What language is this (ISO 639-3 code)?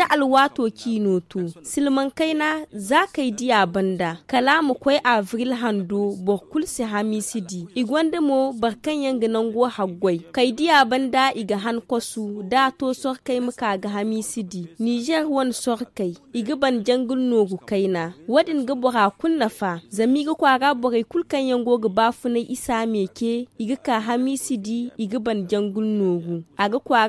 dje